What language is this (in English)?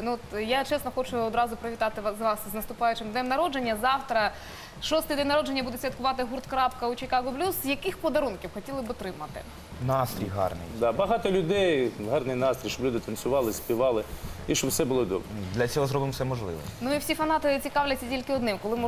Ukrainian